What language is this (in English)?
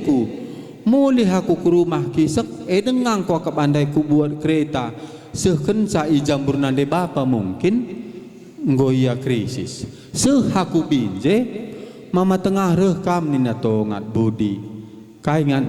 Batak Karo